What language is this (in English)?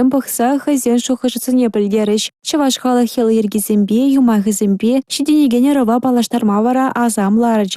Chuvash